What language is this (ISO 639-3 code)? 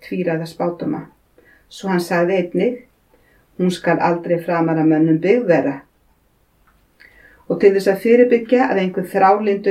isl